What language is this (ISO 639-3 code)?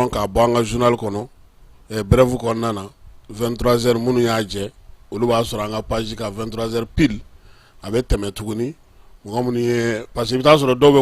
bam